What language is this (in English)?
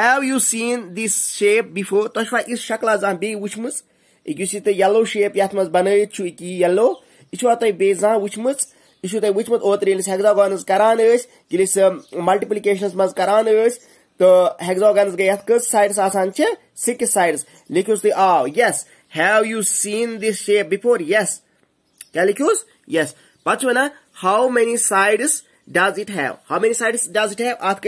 Kashmiri